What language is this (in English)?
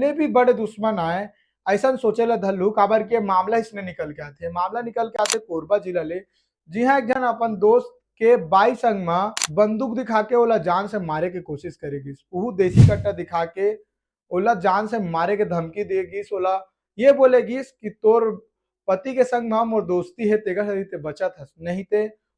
Chhattisgarhi